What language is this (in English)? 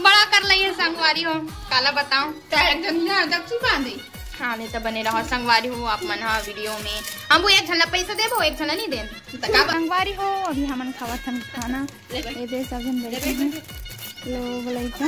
Chhattisgarhi